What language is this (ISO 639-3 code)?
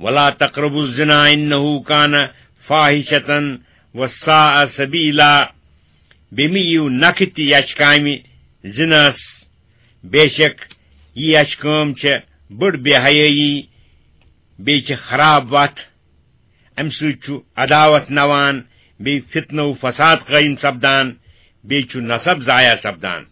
kas